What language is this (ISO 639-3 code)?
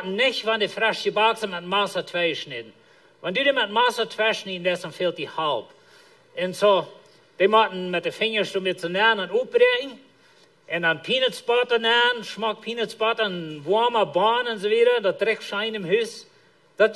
pdt